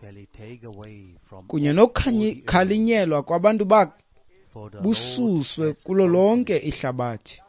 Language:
Xhosa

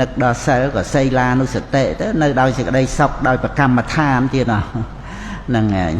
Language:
Khmer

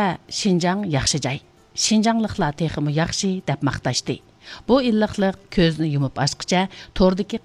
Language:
Uyghur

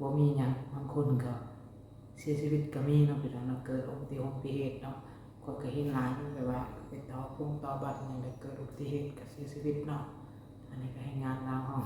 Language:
Lao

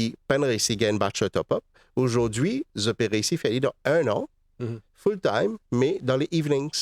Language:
Morisyen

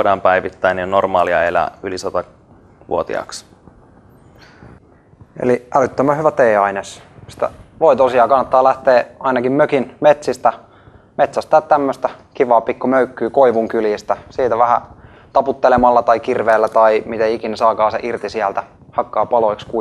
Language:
Finnish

